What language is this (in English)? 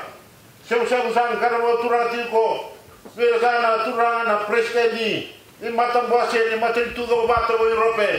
Fijian